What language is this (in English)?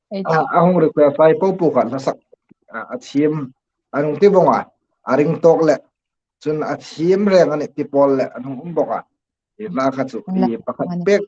Hmar